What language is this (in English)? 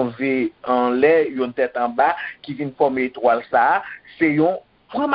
Haitian Creole